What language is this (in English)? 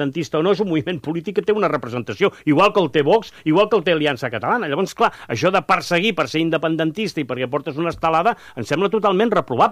Catalan